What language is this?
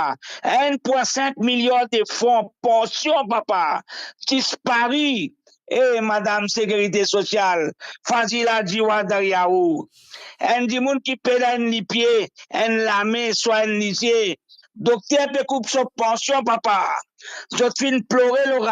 Morisyen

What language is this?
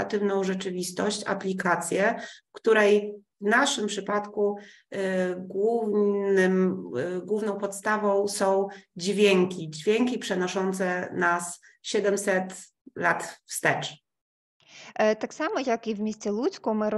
Polish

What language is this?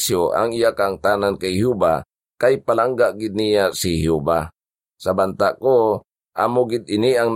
Hiligaynon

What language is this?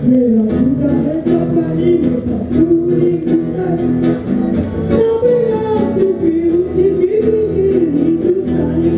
Morisyen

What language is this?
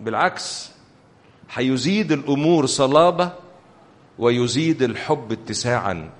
Egyptian Arabic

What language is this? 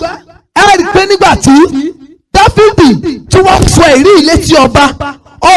Yoruba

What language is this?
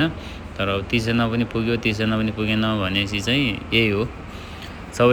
Nepali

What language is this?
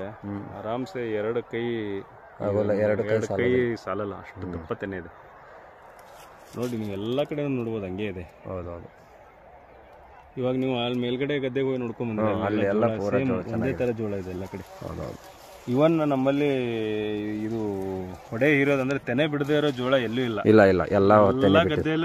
Kannada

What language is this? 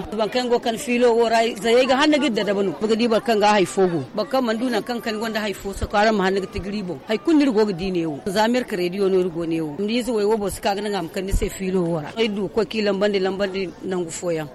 Zarma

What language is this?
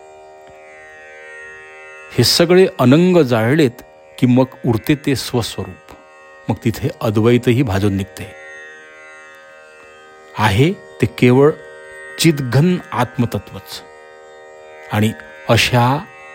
Marathi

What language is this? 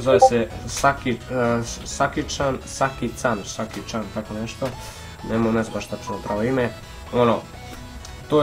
Serbian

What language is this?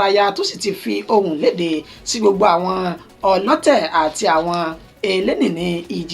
Yoruba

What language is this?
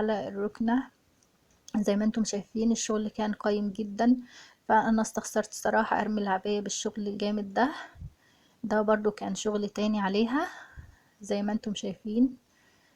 Egyptian Arabic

